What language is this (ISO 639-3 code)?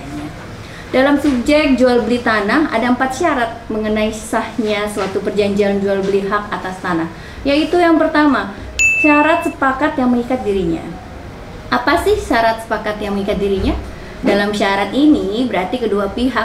ind